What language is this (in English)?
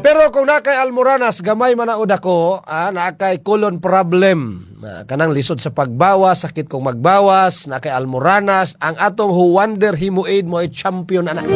Cebuano